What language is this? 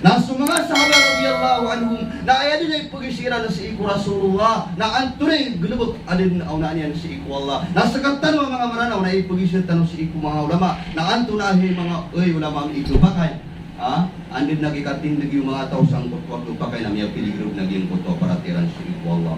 Maranao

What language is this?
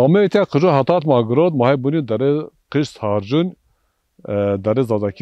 Zaza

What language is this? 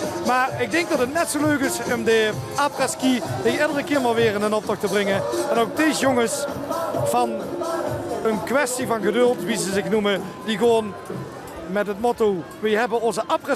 Limburgish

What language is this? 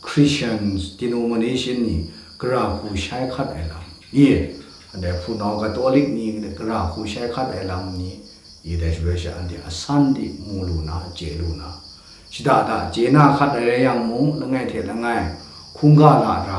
Kachin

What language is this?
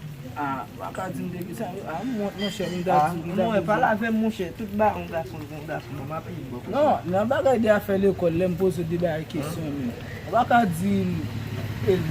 Haitian Creole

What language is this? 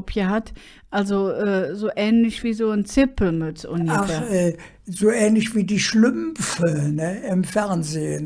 Colognian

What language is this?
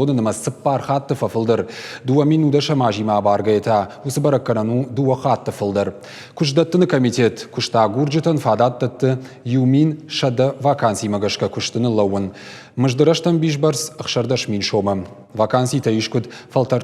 Ossetic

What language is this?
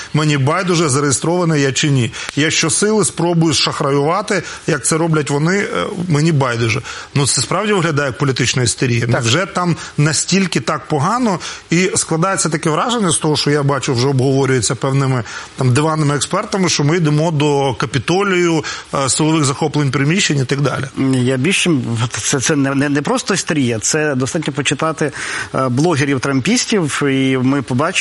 Ukrainian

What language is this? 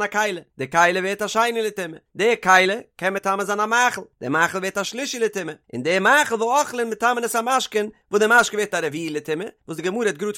Yiddish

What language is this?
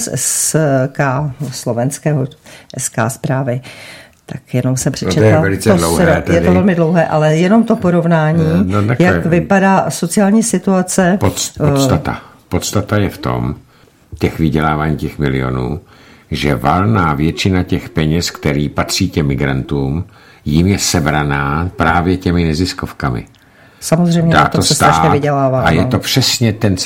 Czech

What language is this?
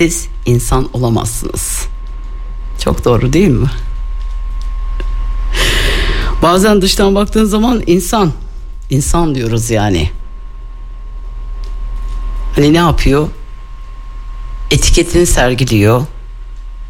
Turkish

